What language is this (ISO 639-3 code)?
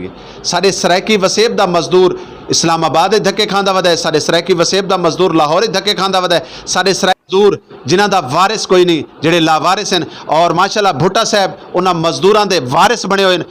skr